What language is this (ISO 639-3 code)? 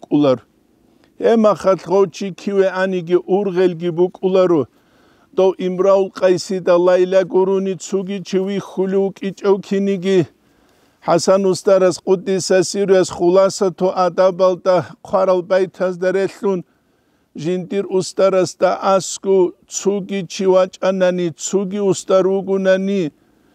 ava